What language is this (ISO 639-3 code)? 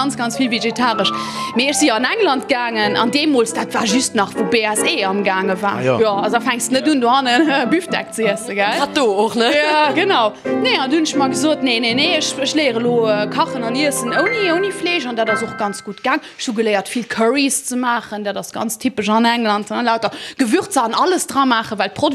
ltz